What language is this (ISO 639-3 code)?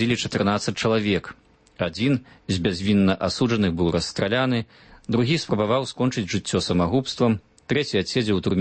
bel